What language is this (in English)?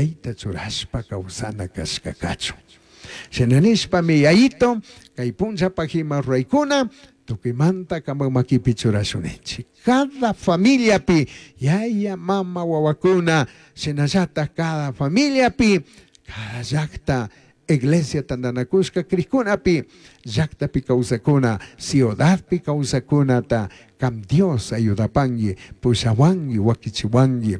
Chimborazo Highland Quichua